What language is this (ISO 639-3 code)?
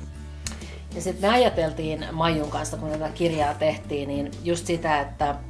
fin